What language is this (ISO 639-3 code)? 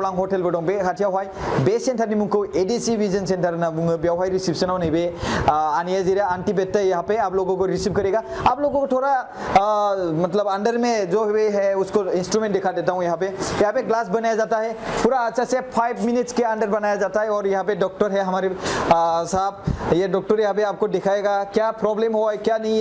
brx